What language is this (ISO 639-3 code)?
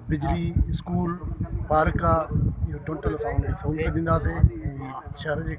snd